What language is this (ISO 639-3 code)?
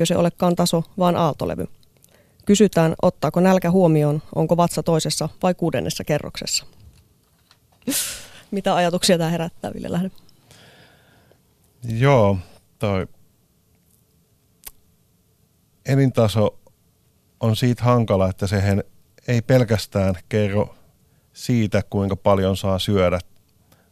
fin